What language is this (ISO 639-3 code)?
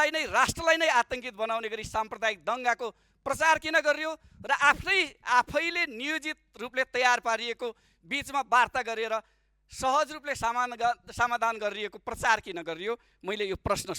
nep